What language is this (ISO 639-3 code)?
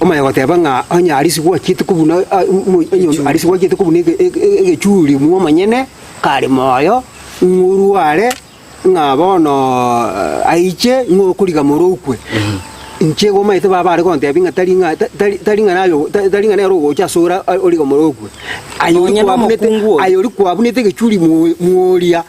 guz